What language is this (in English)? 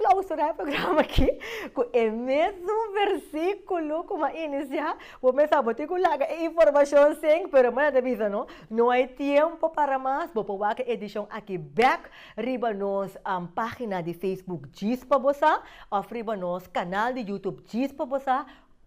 Papiamento